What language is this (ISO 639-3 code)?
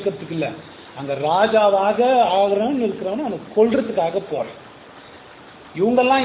tam